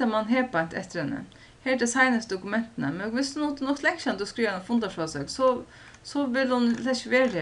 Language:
Faroese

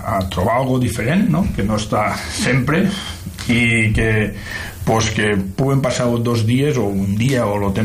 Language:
Catalan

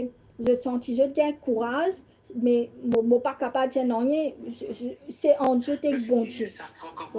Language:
Morisyen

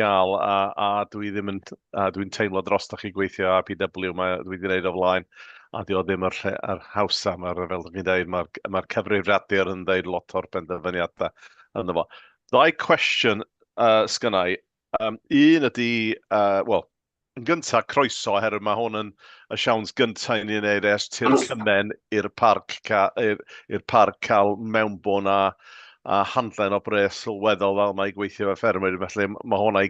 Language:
Welsh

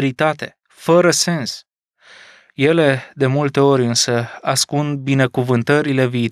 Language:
Romanian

